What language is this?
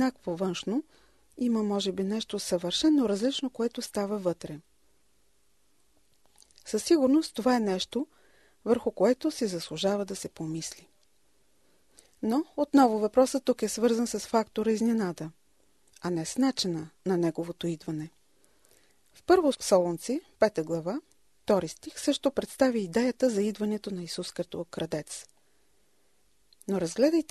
Bulgarian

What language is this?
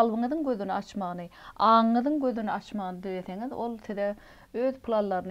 Turkmen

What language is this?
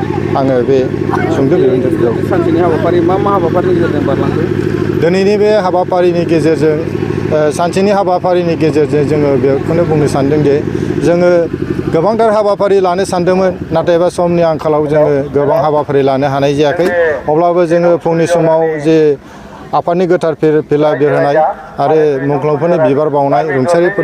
Bodo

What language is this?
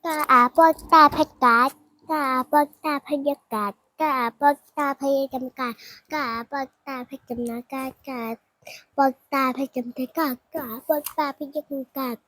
Shan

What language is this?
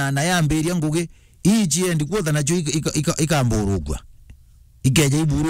Meru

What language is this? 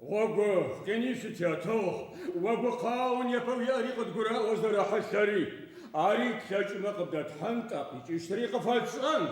Adyghe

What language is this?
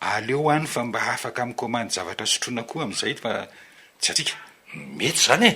Malagasy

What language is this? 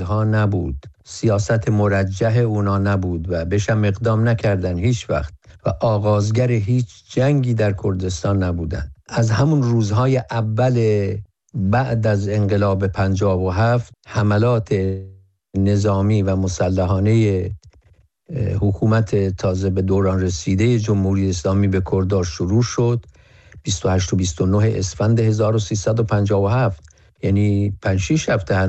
Persian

